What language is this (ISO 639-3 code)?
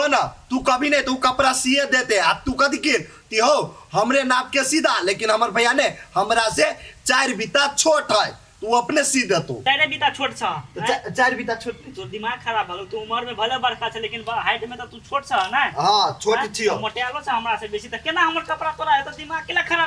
mai